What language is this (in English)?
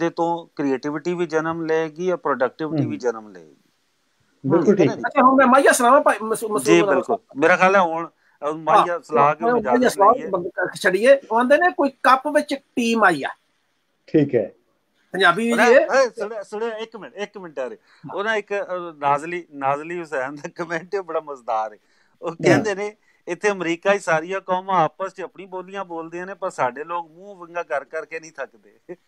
Punjabi